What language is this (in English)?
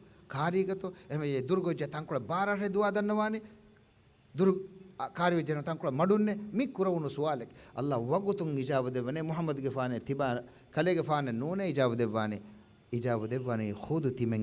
Divehi